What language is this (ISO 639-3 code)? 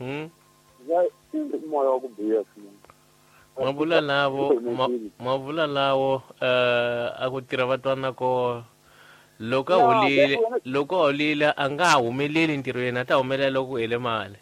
tso